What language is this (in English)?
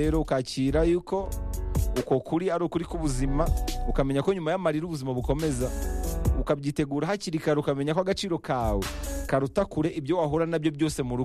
Kinyarwanda